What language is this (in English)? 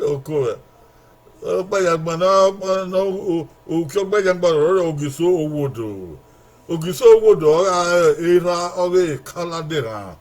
Bini